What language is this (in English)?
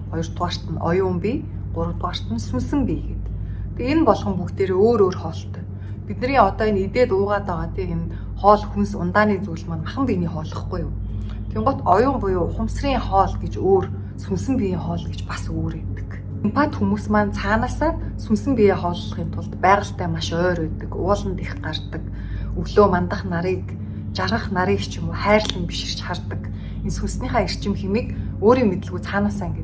Mongolian